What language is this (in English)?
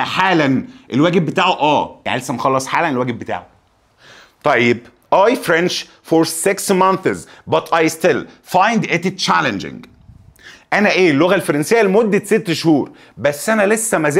Egyptian Arabic